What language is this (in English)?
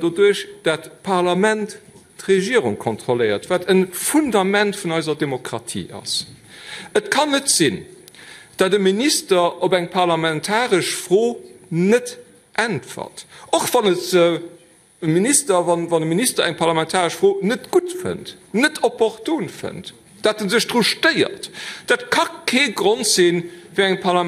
Luxembourgish